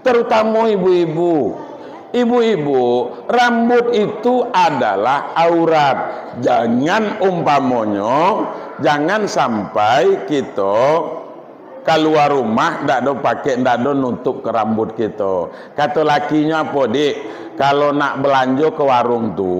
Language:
Minangkabau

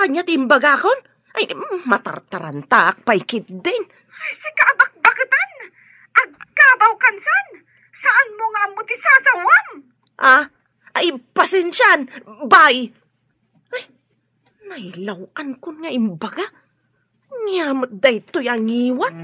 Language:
Iloko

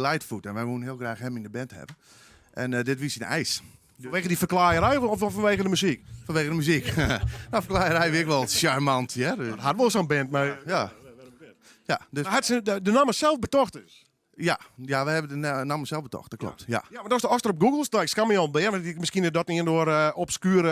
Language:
Western Frisian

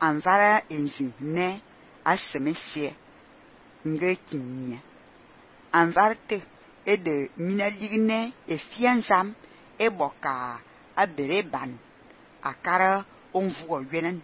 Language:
Fang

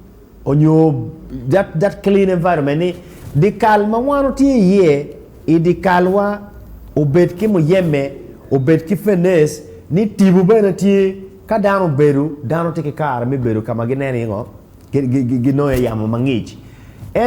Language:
Acoli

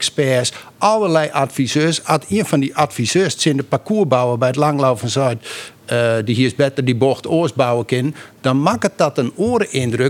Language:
Western Frisian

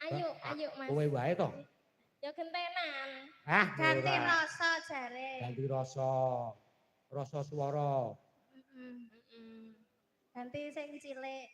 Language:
Javanese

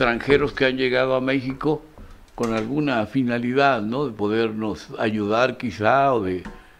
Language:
Spanish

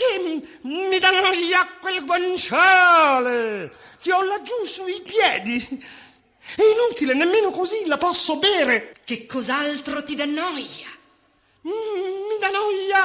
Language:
Italian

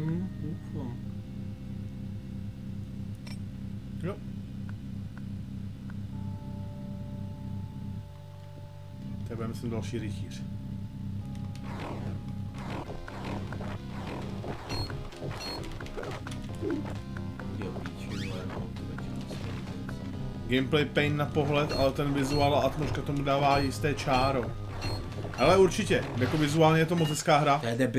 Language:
Czech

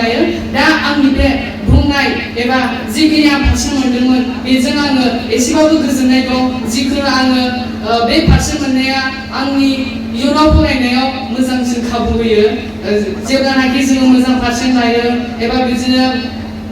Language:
Bodo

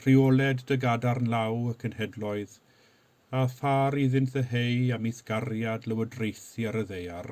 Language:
Welsh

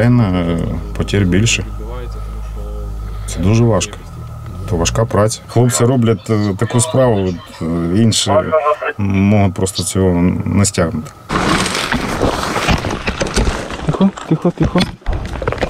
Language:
Ukrainian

